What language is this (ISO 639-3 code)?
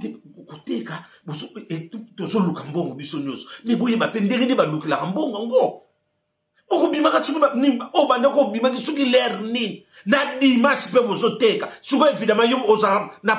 lin